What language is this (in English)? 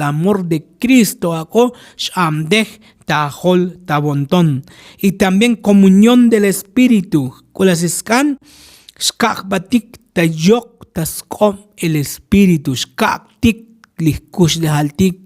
Tzotzil